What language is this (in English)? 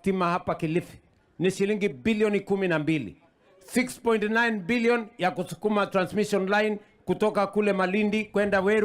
Luo (Kenya and Tanzania)